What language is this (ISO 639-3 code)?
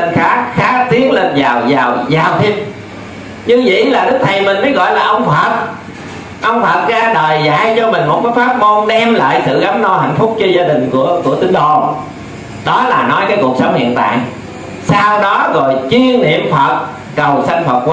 vie